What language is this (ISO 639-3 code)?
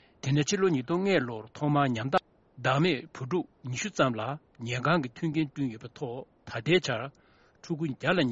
bod